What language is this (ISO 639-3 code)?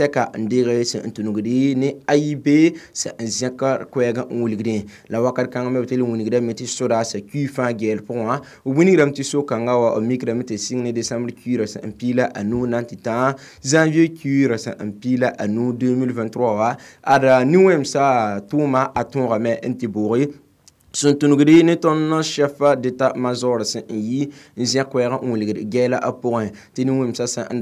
mos